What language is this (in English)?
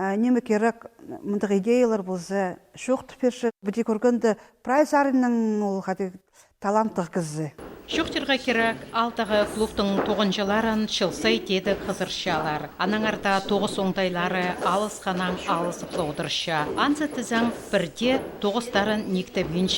Khakas